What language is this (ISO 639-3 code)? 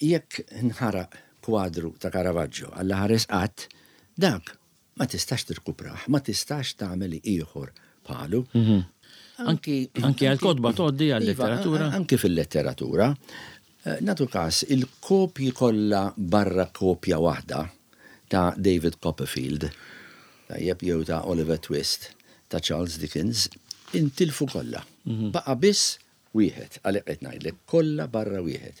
mlt